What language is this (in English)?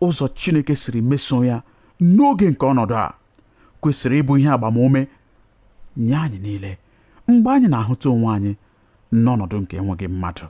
Igbo